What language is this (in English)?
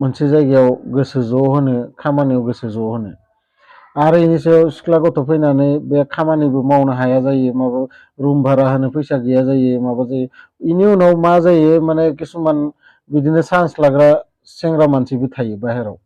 Bodo